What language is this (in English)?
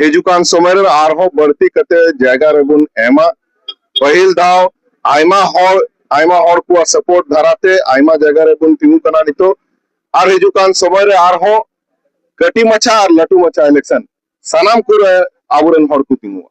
Santali